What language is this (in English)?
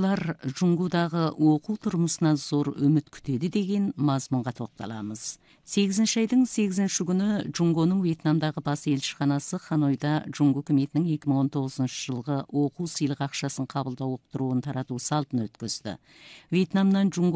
Kazakh